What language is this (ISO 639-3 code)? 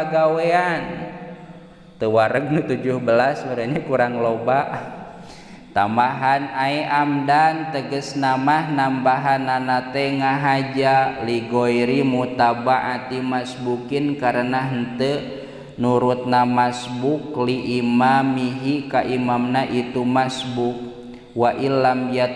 sun